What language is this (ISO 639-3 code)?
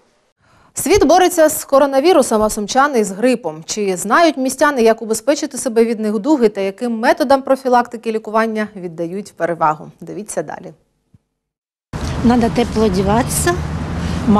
ukr